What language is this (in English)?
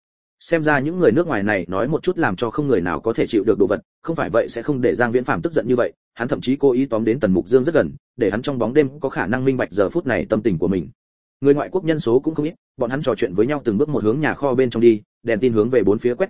Vietnamese